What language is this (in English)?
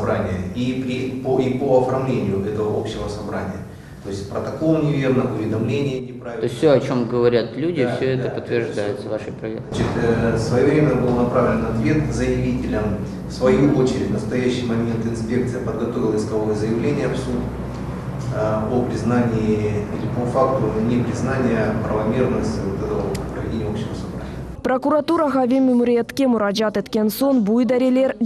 Crimean Tatar